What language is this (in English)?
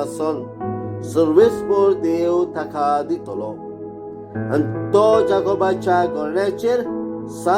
Konkani